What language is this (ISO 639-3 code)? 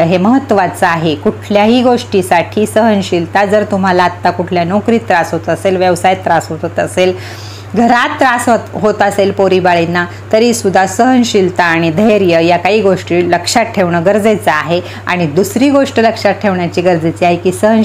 mar